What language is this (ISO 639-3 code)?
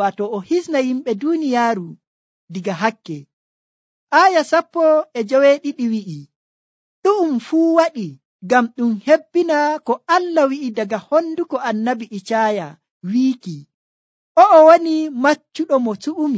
fuv